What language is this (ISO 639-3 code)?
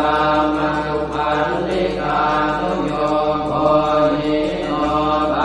pli